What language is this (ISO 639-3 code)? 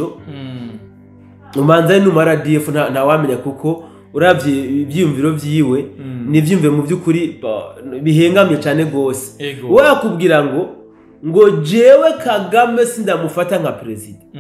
run